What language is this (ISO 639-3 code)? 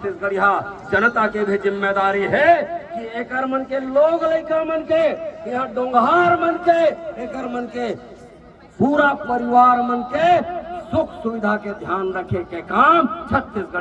hne